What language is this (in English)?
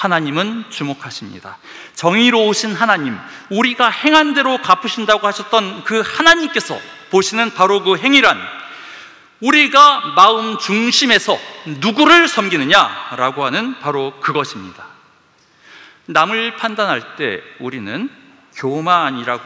Korean